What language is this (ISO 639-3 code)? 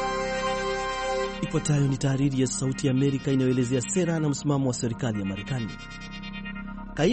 swa